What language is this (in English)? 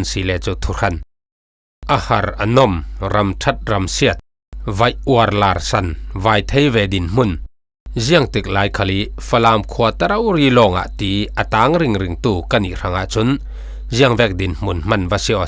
Falam Chin